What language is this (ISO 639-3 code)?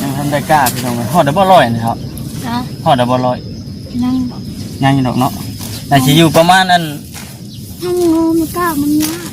lao